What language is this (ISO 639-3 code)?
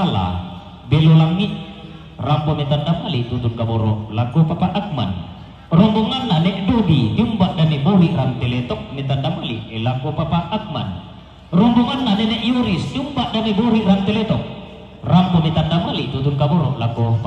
sda